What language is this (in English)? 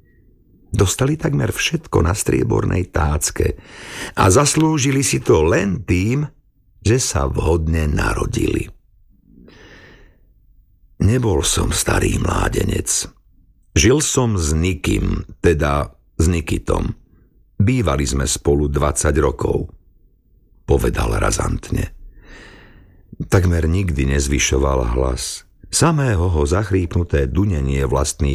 Slovak